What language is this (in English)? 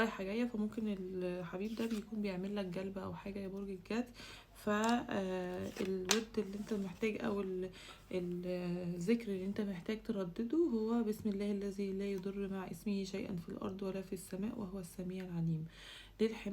Egyptian Arabic